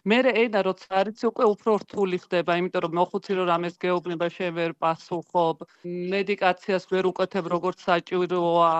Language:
Georgian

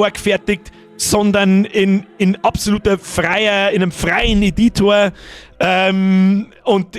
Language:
Bavarian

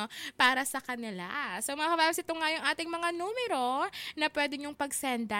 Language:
Filipino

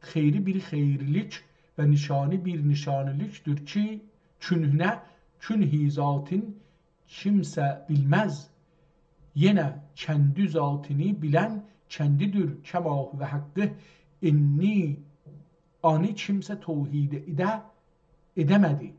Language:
South Azerbaijani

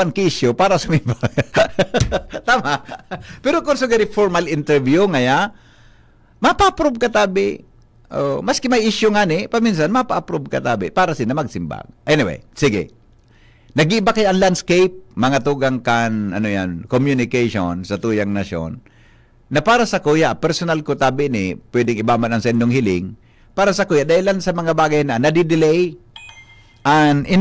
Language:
Bikol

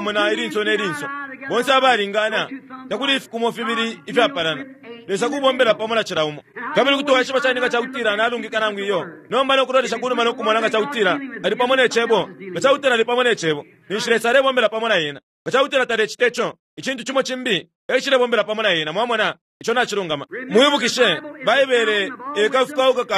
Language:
Bemba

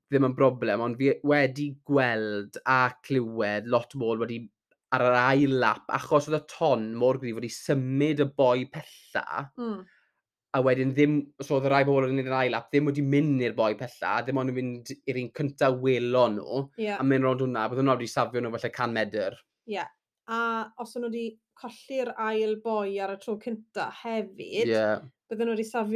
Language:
Welsh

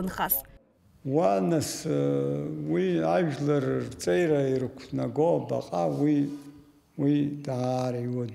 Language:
Abkhazian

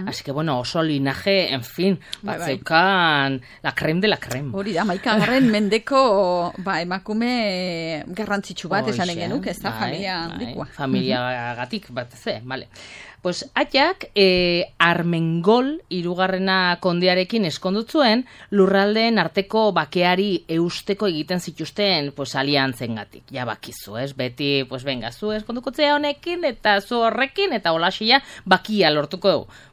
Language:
Basque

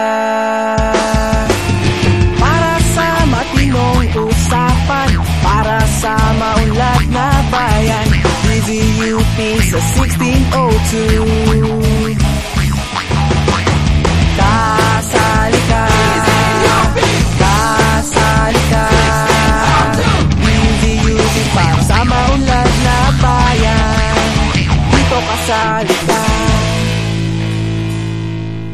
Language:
Filipino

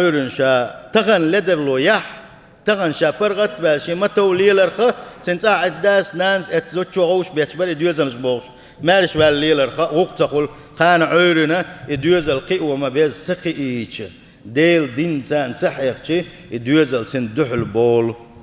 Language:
Chechen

